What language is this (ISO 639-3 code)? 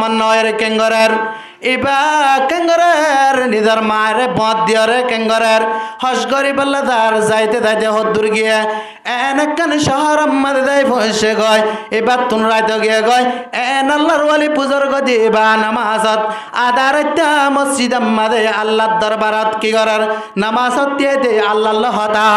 rhg